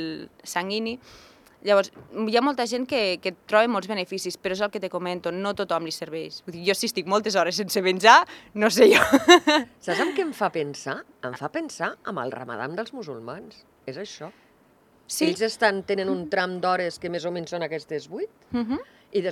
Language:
Catalan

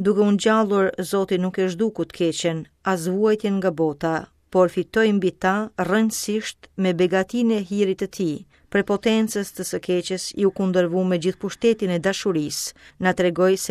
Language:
Albanian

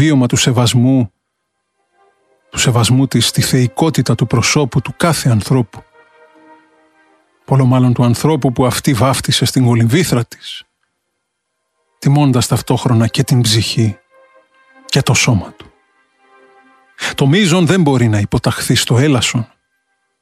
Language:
Greek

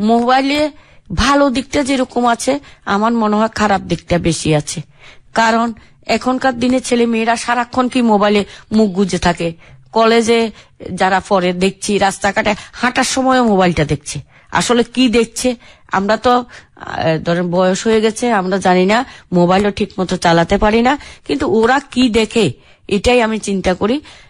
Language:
Bangla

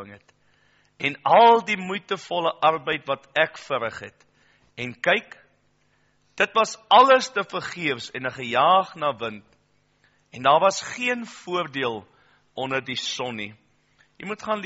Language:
Afrikaans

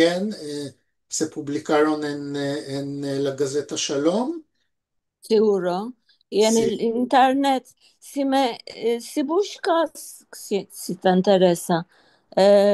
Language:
Ladino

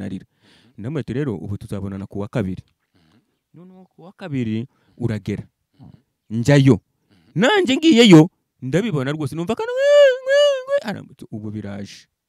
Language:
Kinyarwanda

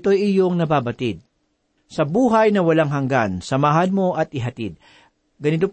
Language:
Filipino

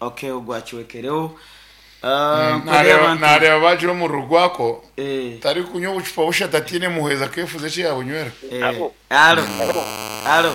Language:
Nyankole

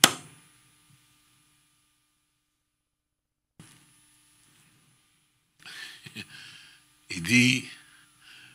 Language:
French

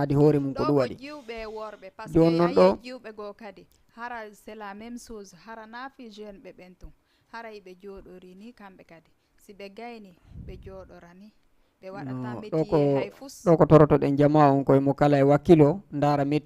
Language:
Fula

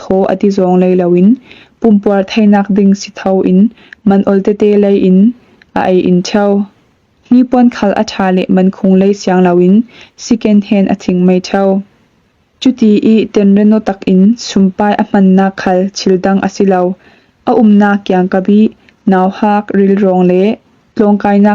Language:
Falam Chin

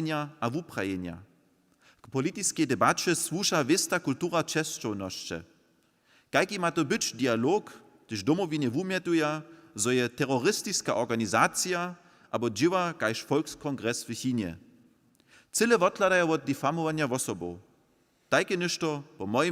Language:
Upper Sorbian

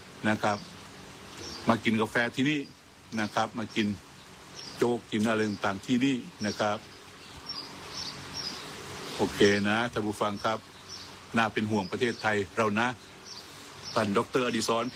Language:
Thai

